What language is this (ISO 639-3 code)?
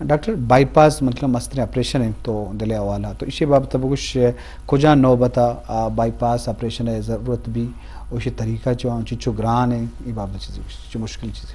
bgp